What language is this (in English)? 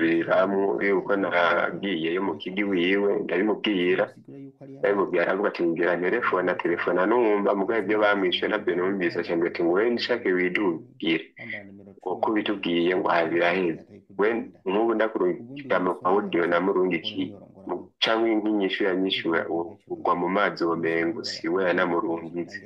Rundi